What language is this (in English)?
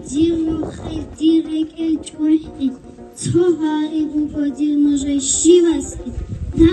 Avaric